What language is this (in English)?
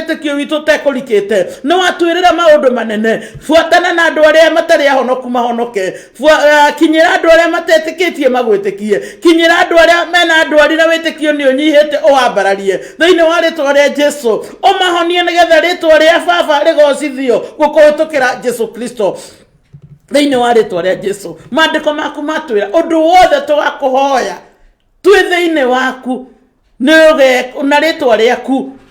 Kikuyu